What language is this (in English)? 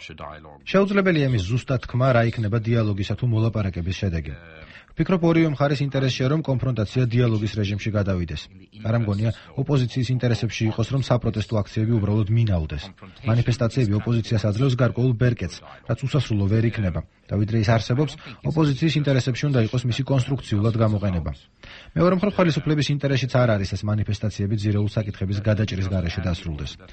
Georgian